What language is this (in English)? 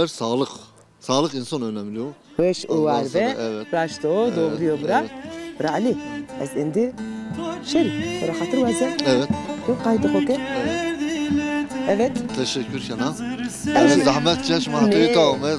Zaza